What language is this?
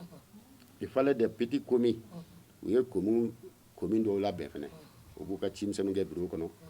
Bambara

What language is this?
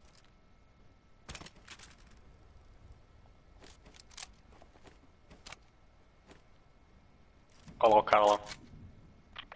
Portuguese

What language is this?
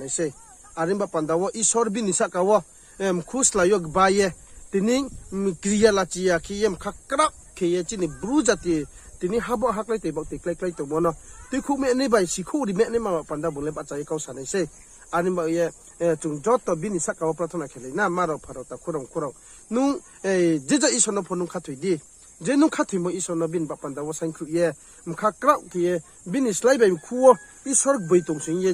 Riang (India)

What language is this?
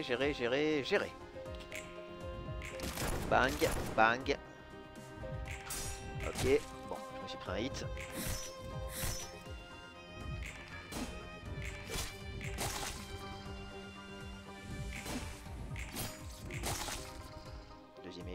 French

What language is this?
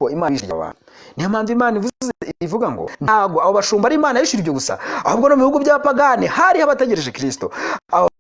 Kinyarwanda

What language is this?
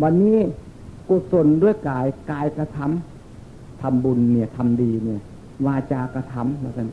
Northeastern Thai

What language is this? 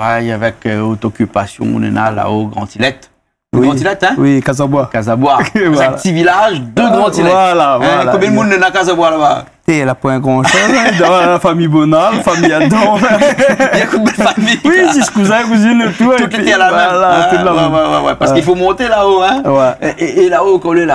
Réunion Creole French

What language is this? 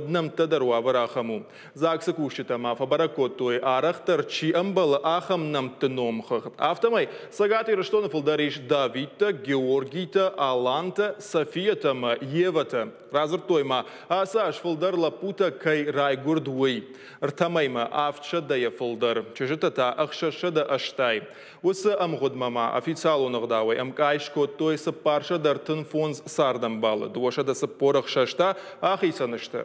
Ossetic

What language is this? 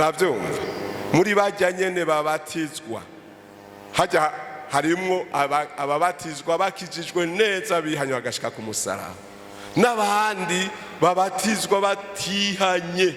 Rundi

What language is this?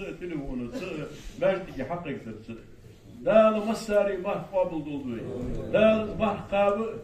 Ingush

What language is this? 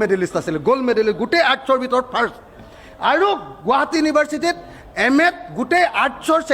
Assamese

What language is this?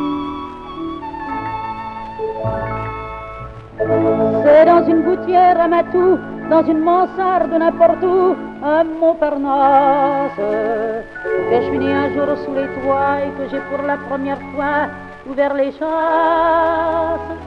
French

